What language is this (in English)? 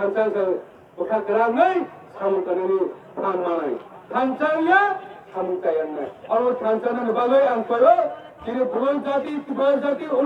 Riang (India)